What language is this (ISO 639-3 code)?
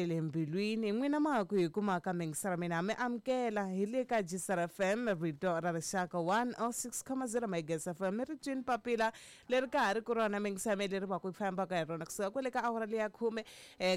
tso